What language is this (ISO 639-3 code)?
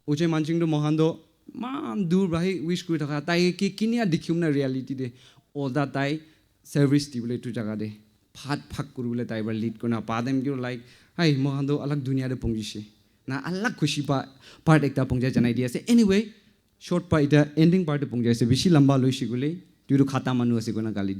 nag